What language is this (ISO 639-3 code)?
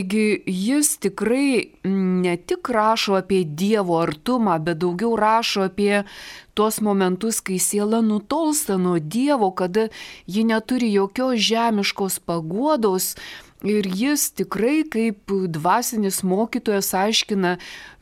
lit